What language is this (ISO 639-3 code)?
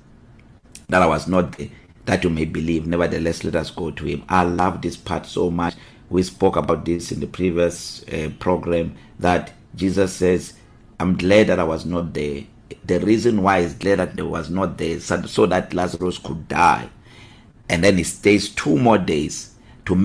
eng